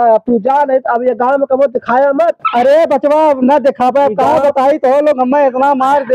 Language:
Awadhi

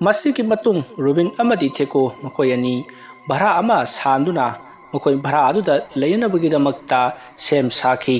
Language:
Manipuri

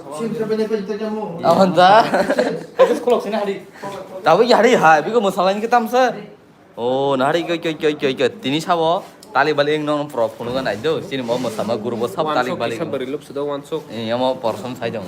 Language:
Kok Borok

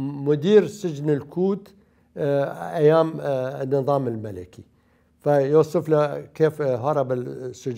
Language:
Mesopotamian Arabic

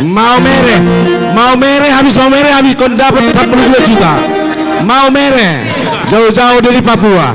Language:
Batak Simalungun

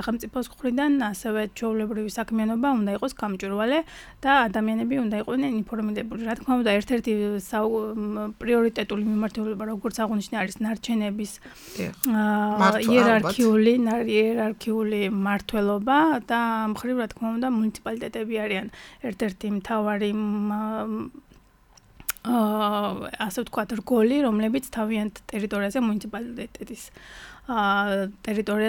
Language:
Georgian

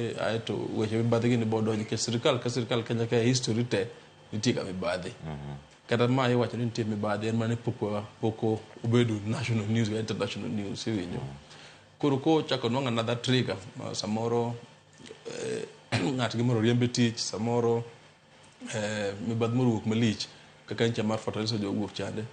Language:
Luo (Kenya and Tanzania)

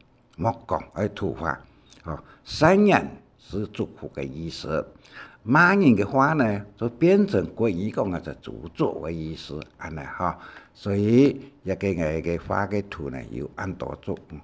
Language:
Hakka Chinese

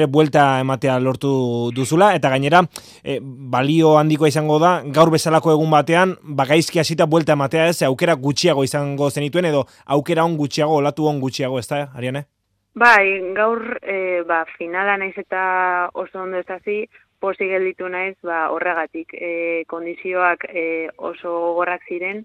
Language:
Basque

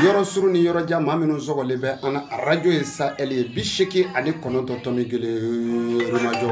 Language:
Bambara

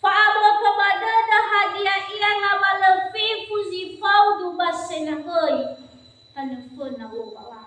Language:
Nias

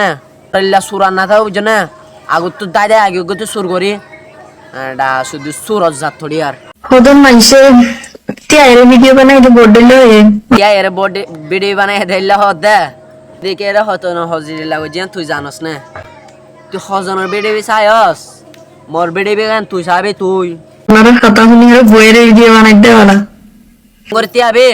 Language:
Rohingya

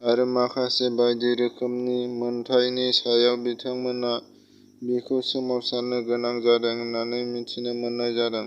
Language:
Bodo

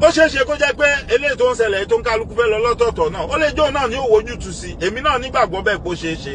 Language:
Yoruba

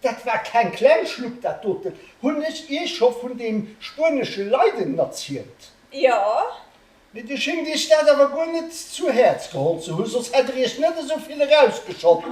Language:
Luxembourgish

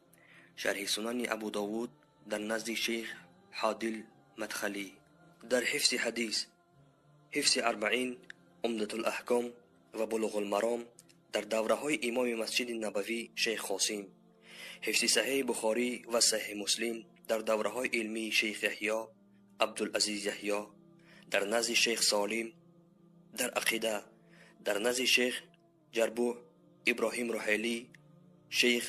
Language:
Persian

